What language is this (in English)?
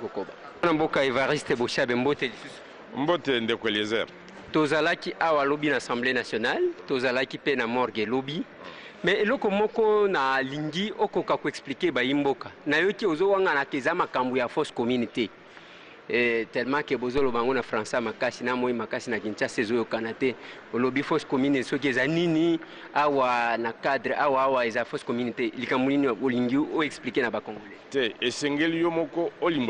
Lingala